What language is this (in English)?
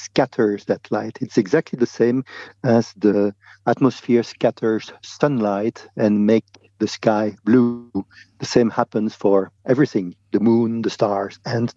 English